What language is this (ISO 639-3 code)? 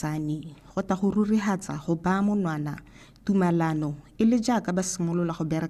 tsn